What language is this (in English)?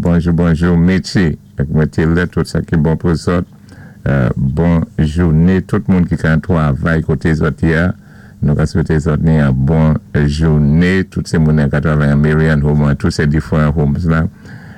Saint Lucian Creole French